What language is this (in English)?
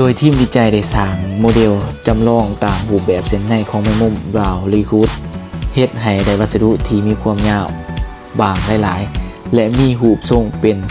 Lao